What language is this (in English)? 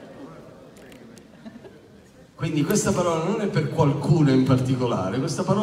Italian